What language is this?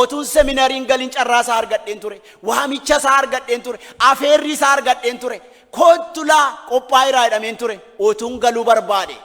Oromo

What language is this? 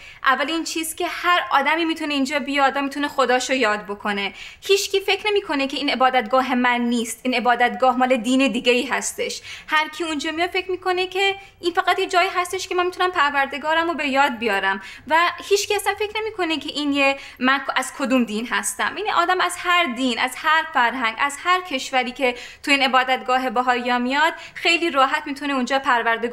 Persian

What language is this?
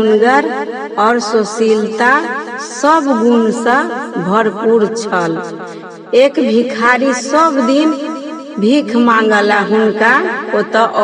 Maithili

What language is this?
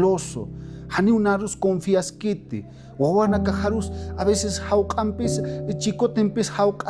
Aymara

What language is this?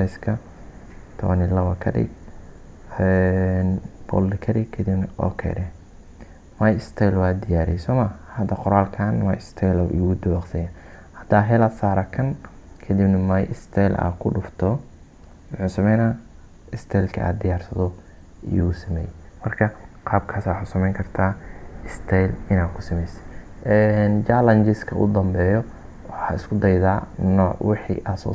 Somali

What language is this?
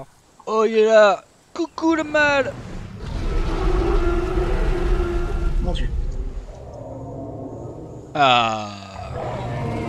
French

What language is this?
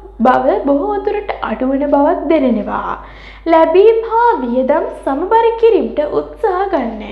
Sinhala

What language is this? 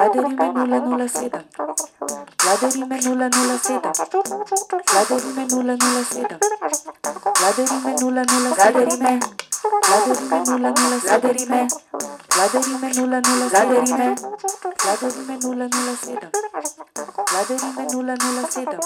Slovenian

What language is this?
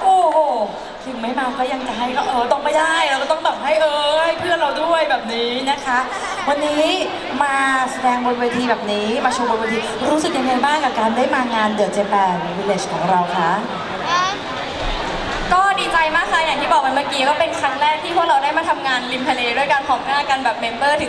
Thai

